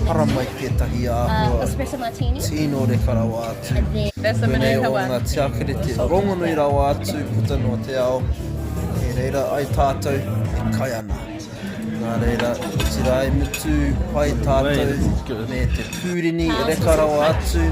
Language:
Māori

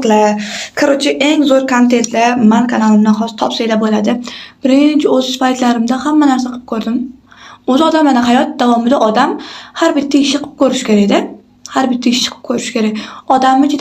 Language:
Uzbek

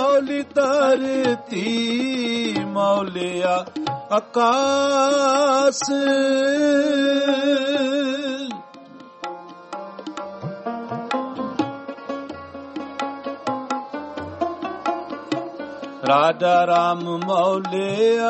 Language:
Punjabi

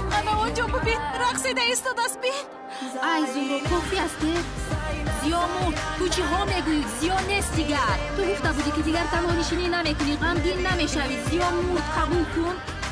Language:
Persian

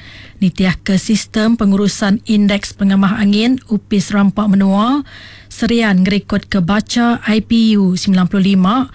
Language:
Iban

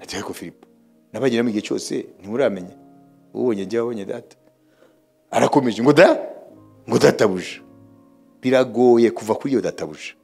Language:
Kinyarwanda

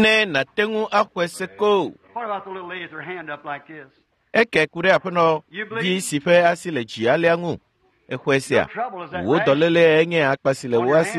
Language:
Ewe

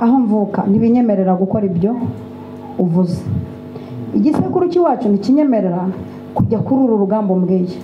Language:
Kinyarwanda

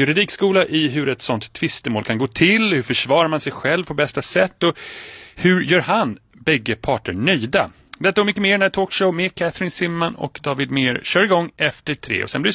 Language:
Swedish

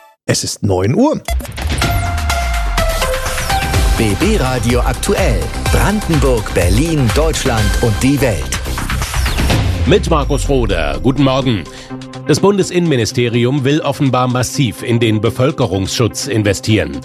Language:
German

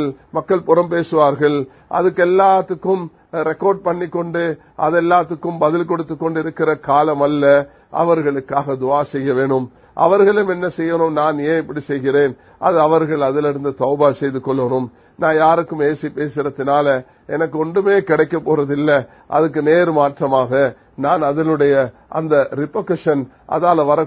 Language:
Tamil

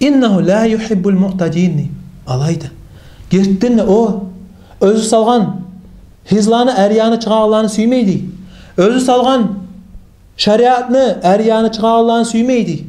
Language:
Kumyk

